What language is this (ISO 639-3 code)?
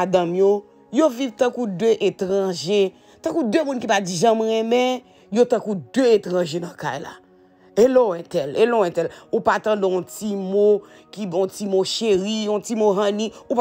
hat